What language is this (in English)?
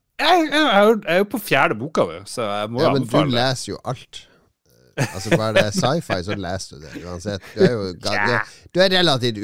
Norwegian